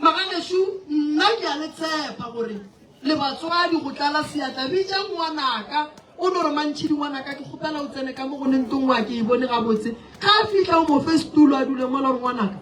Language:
Northern Sotho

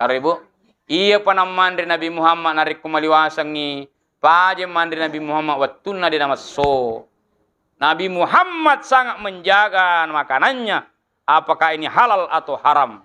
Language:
Buginese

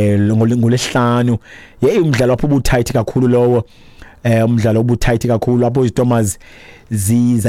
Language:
Xhosa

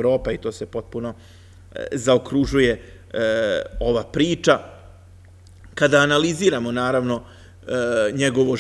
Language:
Serbian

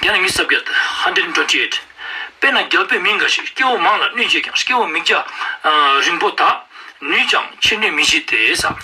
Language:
Ladakhi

